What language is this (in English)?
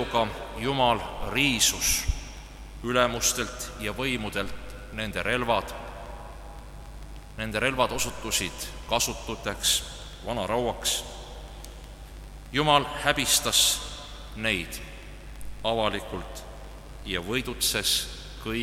Estonian